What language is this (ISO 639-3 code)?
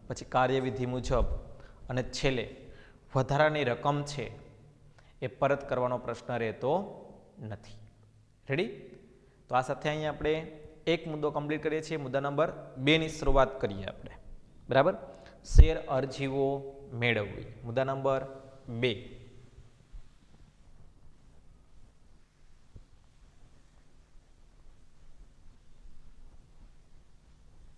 guj